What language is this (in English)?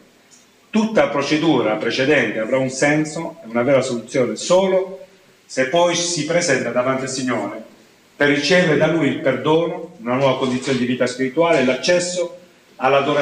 Italian